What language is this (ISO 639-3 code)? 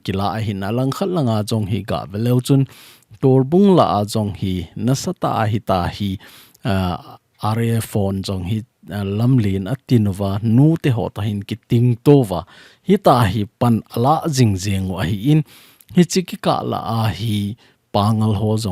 tcz